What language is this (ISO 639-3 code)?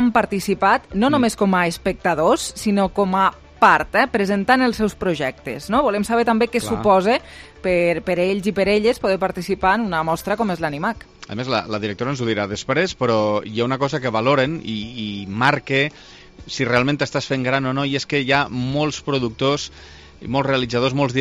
cat